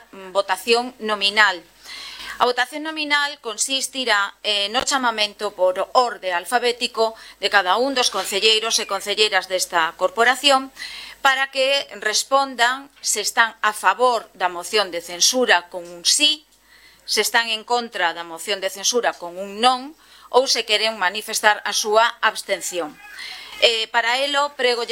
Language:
Galician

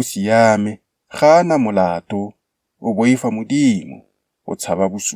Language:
Tswana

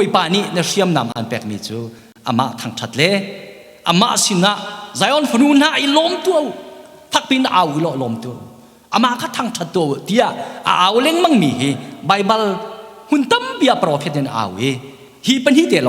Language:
Hakha Chin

